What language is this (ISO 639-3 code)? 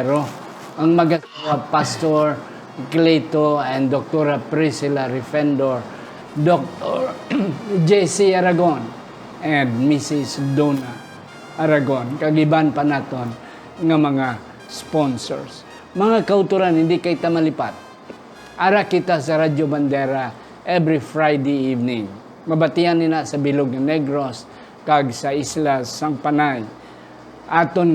hil